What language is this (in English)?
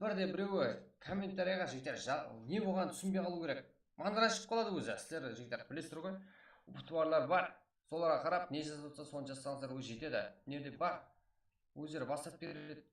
Kara-Kalpak